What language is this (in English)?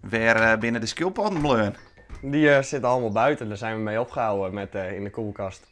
Western Frisian